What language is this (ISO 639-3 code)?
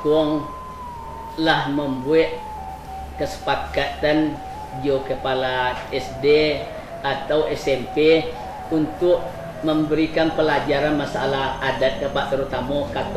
min